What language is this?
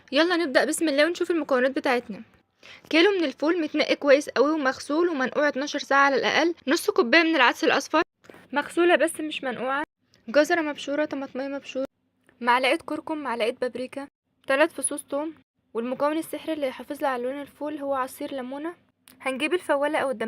Egyptian Arabic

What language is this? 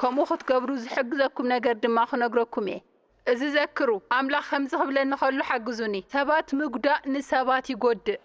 Tigrinya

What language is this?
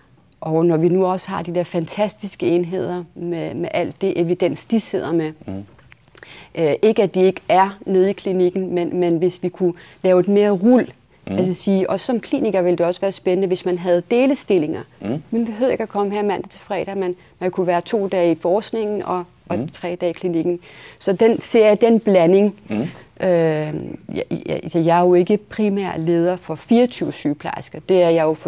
Danish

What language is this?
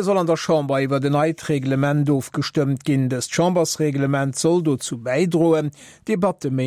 Luxembourgish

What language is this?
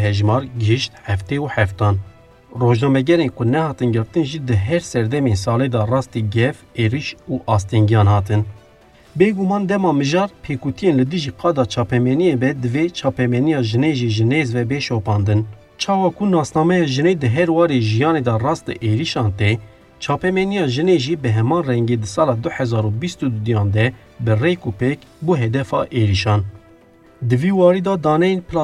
Kurdish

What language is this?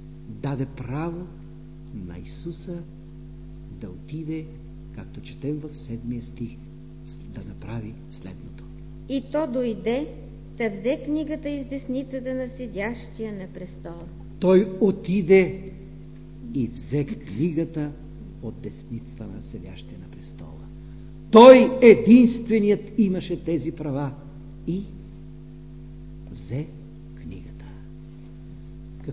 Bulgarian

